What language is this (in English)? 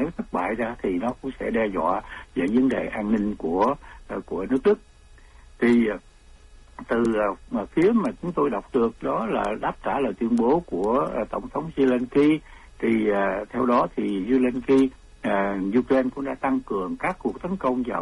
Vietnamese